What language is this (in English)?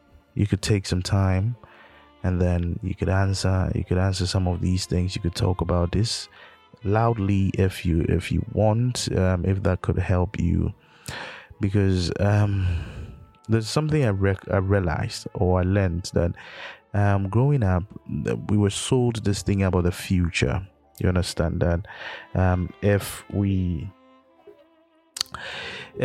English